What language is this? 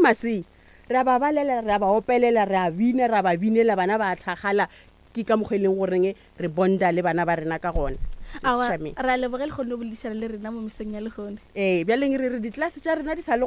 Northern Sotho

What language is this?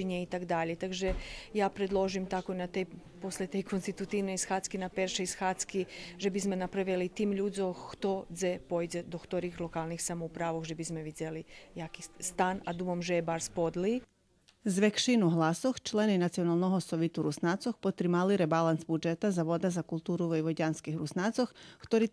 Rusyn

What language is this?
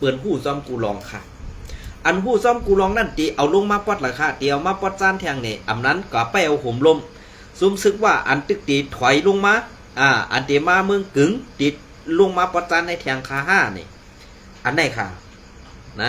Shan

